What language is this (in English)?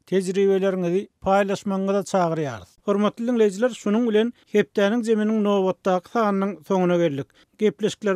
Turkmen